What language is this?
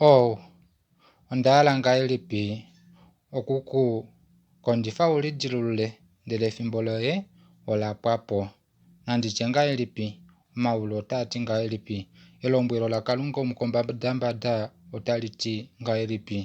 Kuanyama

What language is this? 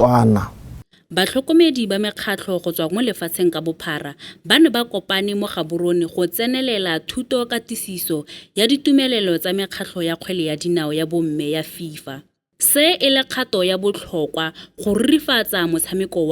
Tswana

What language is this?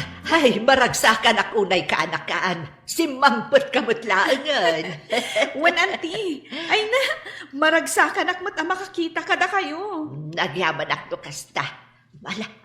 Iloko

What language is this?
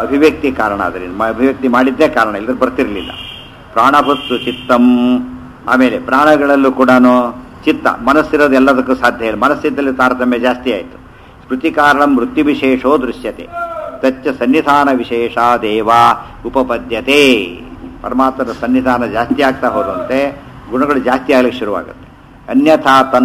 Kannada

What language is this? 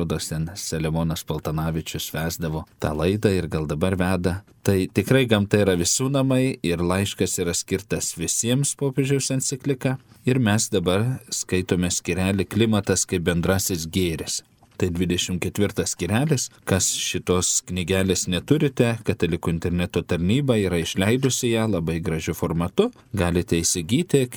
Lithuanian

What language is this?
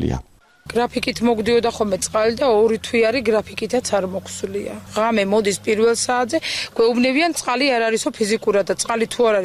Georgian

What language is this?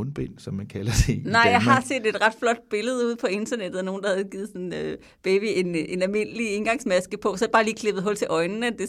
Danish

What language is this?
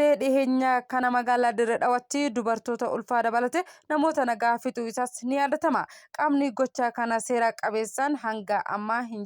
Oromo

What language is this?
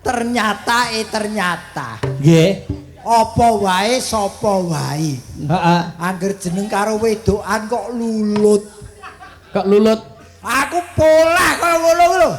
Javanese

